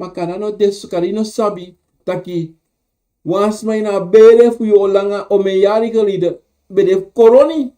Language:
Sranan Tongo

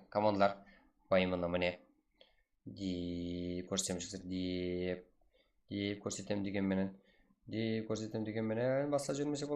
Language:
Kara-Kalpak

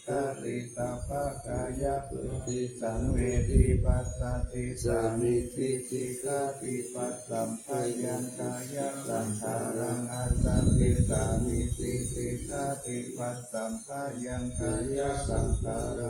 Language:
Pali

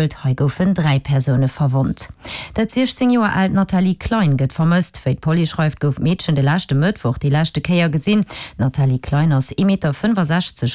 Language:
Luxembourgish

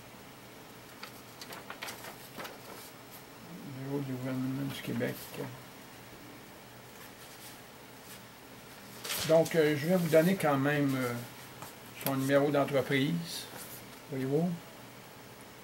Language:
French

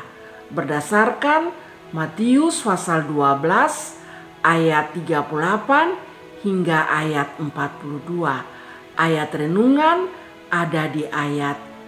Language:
Kupang Malay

